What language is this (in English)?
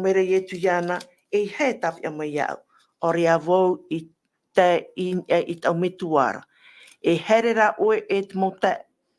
Tahitian